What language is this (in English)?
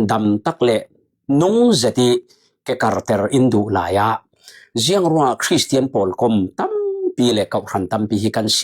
Falam Chin